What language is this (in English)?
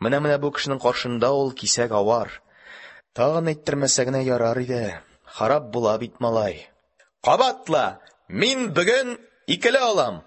Tatar